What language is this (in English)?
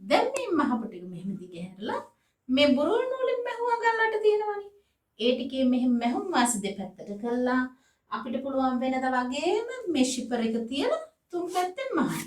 Sinhala